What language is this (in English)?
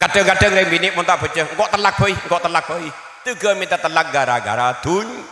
Madurese